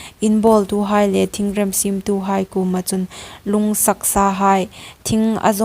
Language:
Hmar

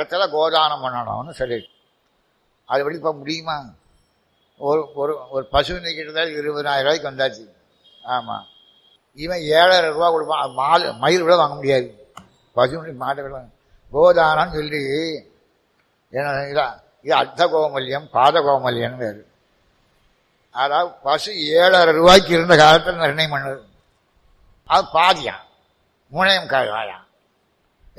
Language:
Tamil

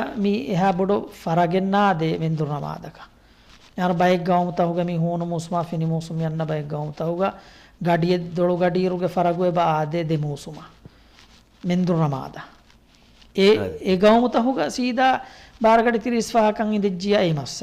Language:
Divehi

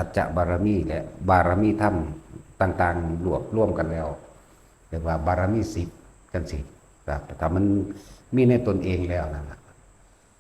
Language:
Lao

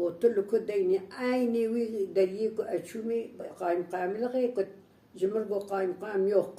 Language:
Kurdish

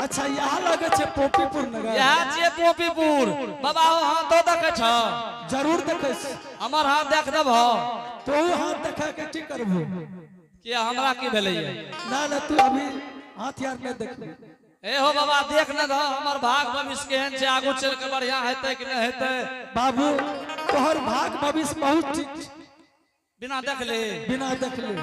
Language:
Angika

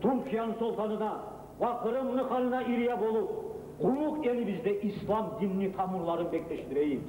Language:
Kumyk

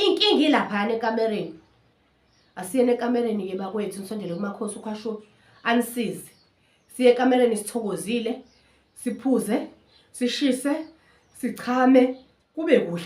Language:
Zulu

